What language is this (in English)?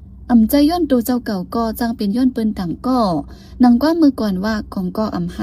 Shan